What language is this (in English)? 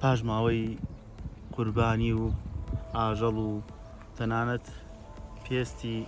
Central Kurdish